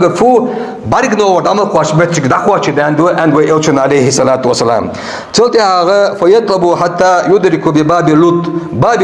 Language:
Ingush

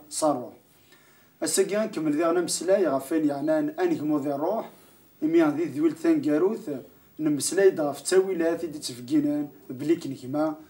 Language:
Kabyle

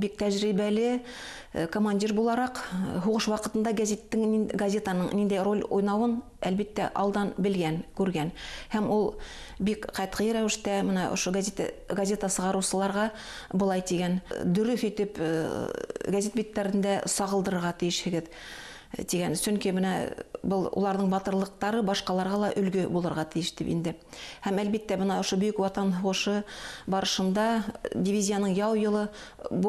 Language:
Bashkir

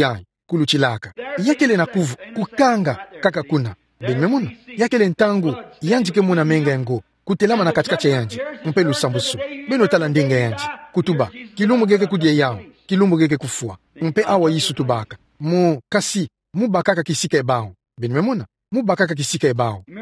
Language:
Kituba (Democratic Republic of Congo)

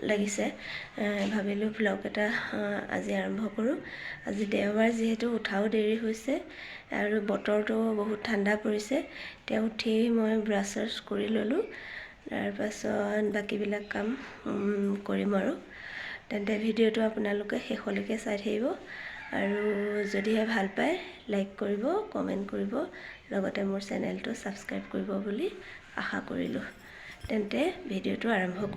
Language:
Assamese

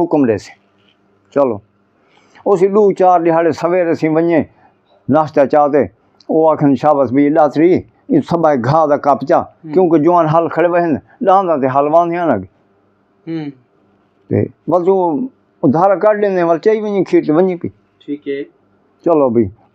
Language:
Saraiki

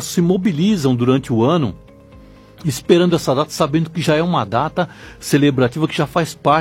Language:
Portuguese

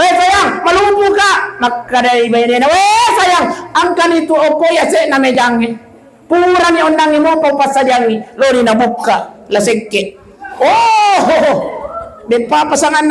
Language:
Buginese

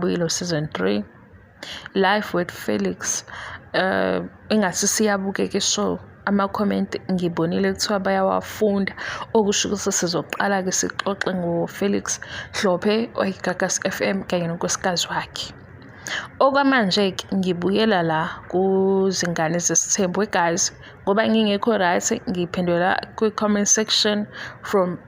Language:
Zulu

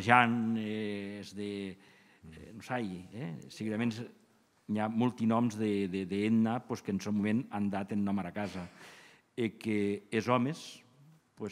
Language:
Occitan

